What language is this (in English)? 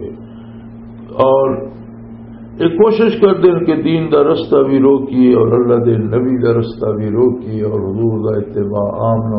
Western Panjabi